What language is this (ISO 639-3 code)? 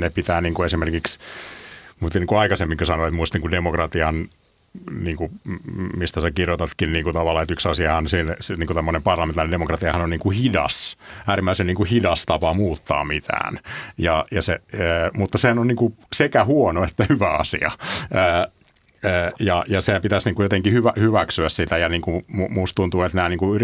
fin